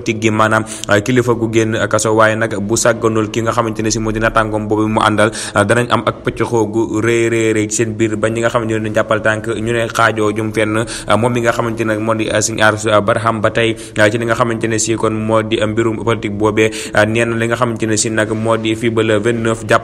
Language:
Wolof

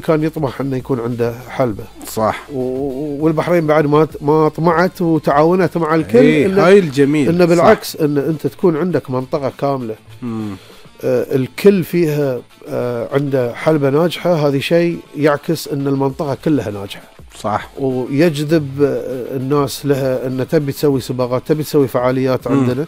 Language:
Gulf Arabic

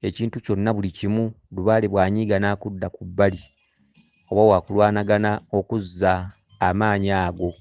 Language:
Ganda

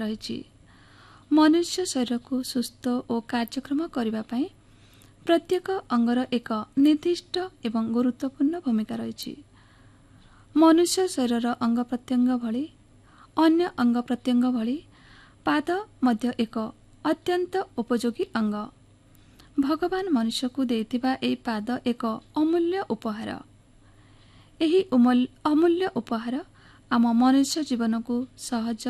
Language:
Odia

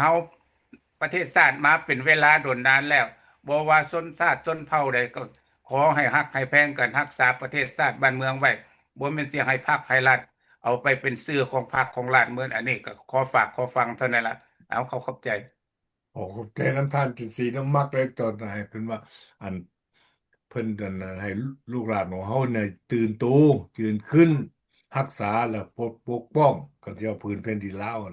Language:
Lao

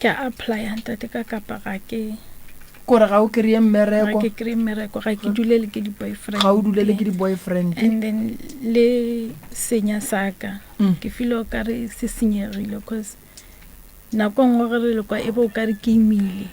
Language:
Northern Sotho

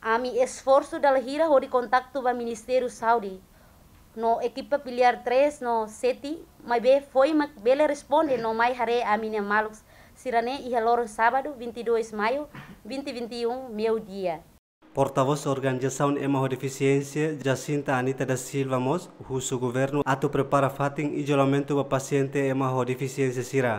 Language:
Tetum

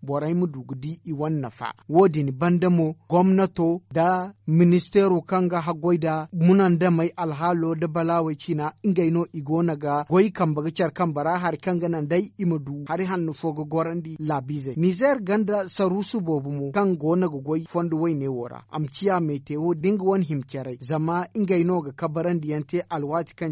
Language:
Zarma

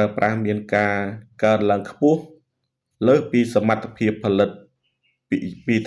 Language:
Khmer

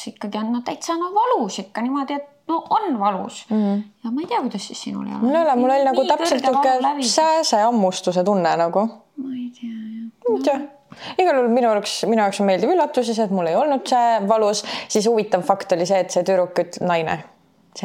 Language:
Estonian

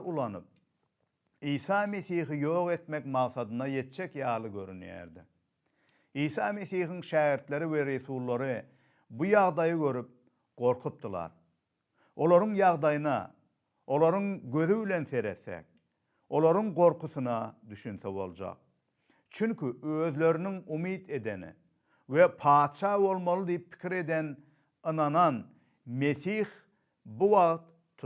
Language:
Turkmen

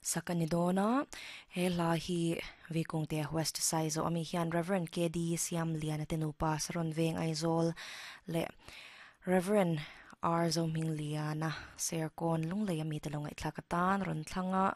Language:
Mizo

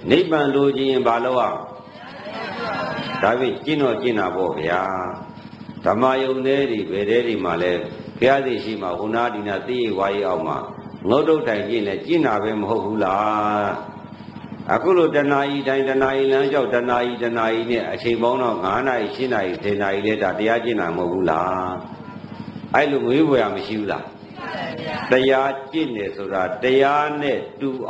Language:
Burmese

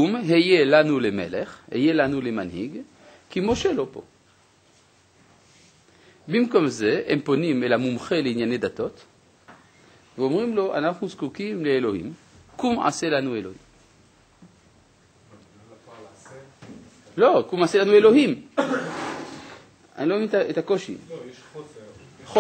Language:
Hebrew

